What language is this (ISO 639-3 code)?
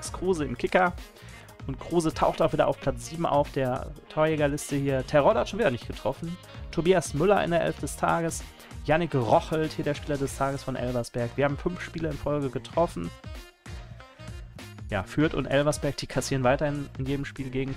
deu